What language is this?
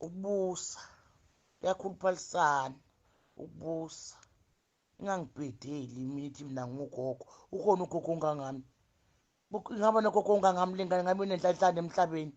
Zulu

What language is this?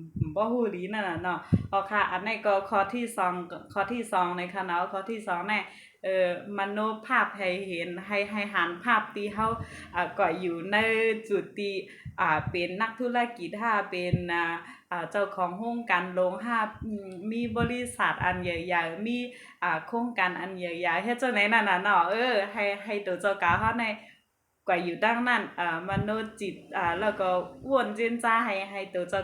Shan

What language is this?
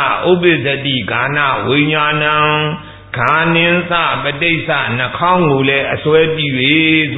Burmese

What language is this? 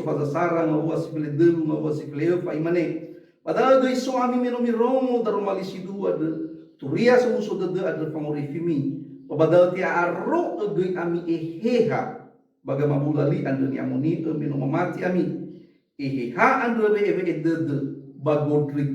Nias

